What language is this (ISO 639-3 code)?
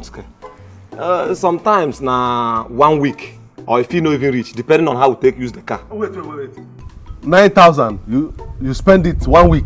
pcm